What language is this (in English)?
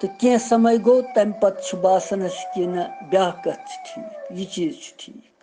Kashmiri